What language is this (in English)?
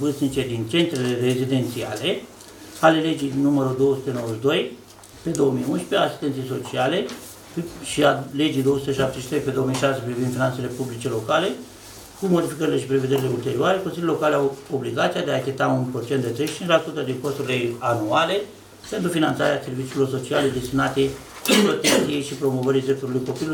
Romanian